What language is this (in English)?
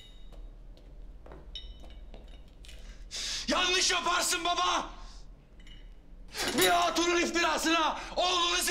Turkish